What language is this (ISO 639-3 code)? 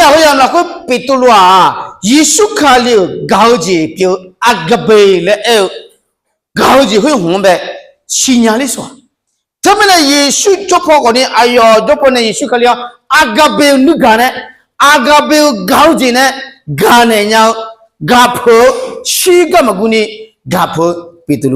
ahk